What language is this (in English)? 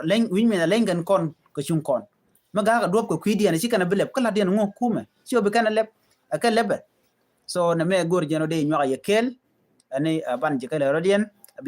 Nuer